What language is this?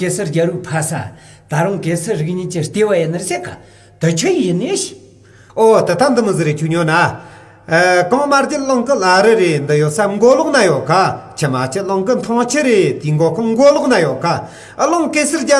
Tibetan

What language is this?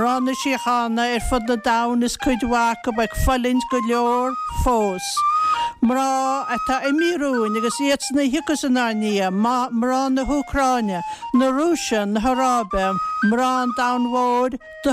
Irish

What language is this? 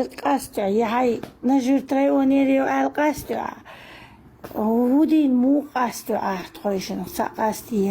Chechen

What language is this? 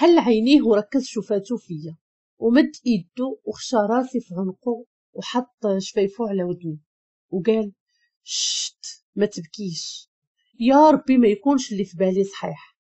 Moroccan Arabic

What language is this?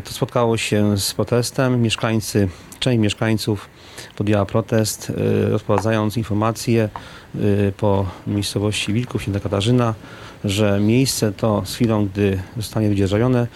Polish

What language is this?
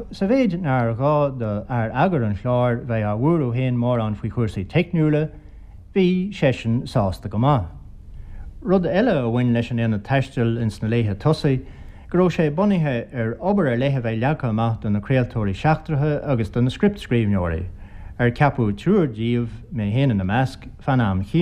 Irish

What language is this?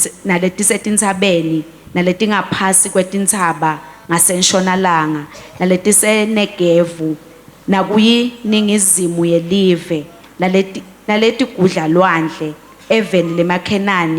Swati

